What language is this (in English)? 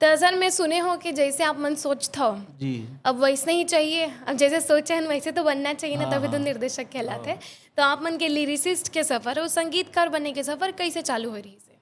Chhattisgarhi